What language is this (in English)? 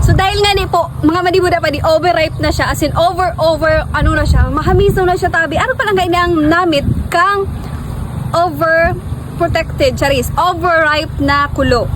Bikol